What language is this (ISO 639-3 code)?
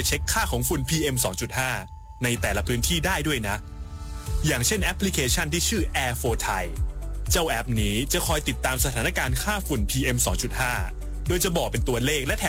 tha